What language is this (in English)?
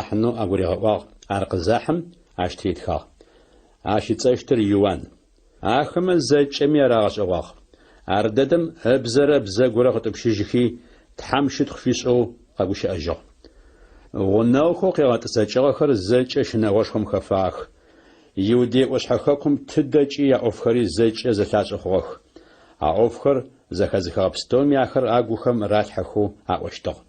Adyghe